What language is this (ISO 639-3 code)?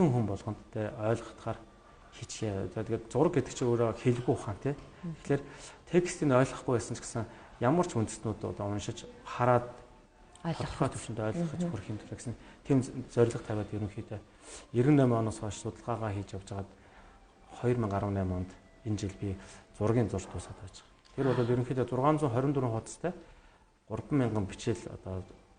mon